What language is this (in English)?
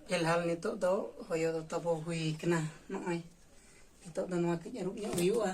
Santali